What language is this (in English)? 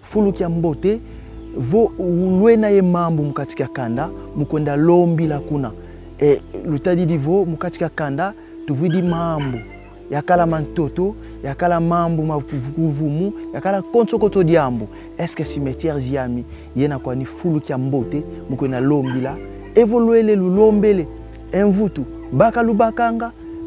Kongo